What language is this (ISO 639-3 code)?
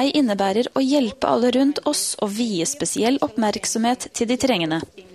nor